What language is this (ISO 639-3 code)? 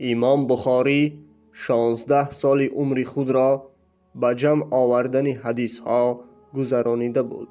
tgk